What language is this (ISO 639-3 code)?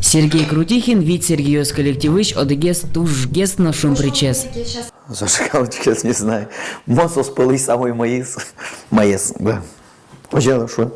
udm